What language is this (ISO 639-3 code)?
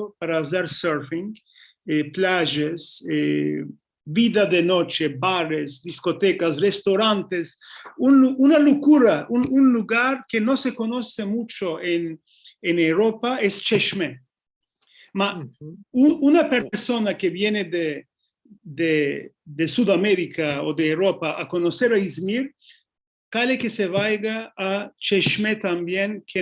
lad